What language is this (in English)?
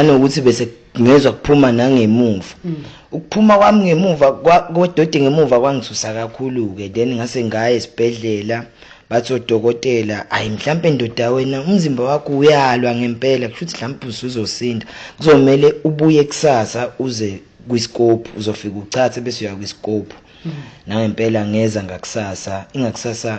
Zulu